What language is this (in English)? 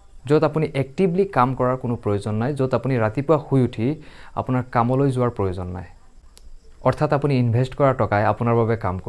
Assamese